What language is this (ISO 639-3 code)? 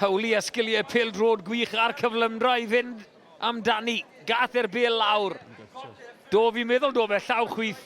cym